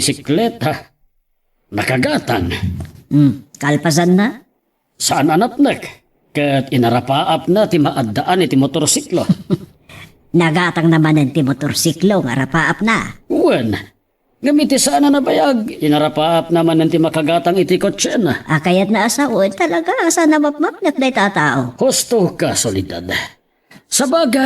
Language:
Iloko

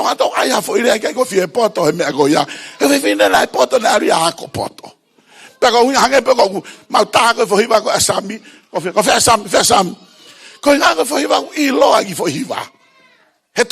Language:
Tongan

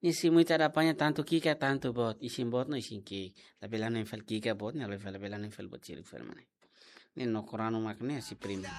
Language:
Tetum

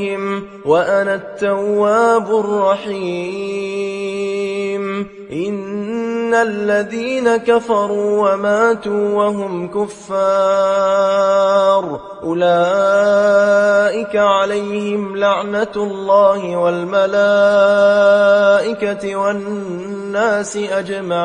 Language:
Arabic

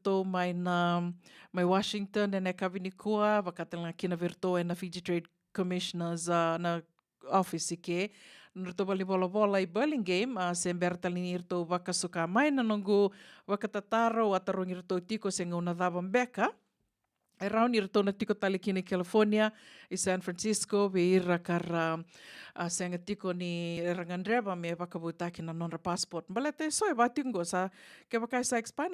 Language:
Fijian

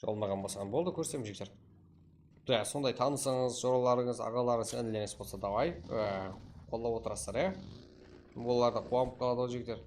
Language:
Kara-Kalpak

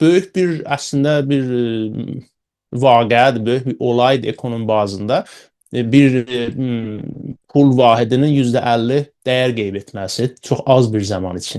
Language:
South Azerbaijani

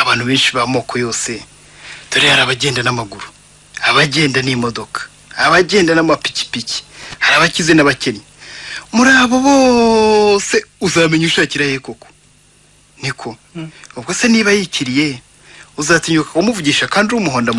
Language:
Kinyarwanda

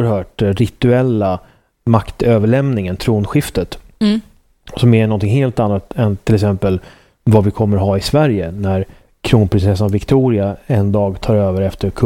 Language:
Swedish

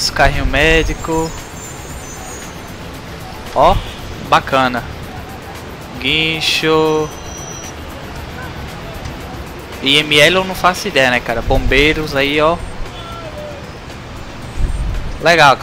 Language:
Portuguese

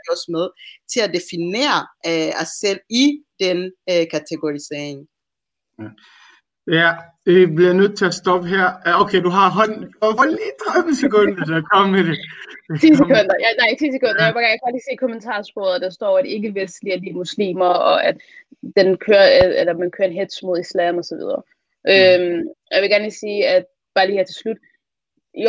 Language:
Danish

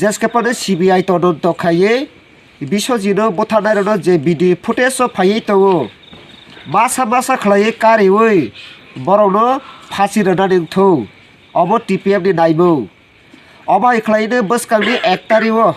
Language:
Kok Borok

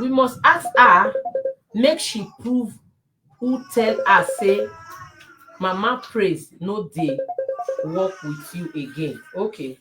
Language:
Nigerian Pidgin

